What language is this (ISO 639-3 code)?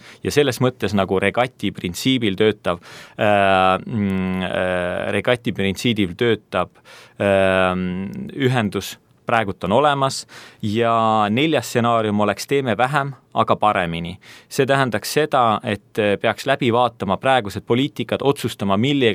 est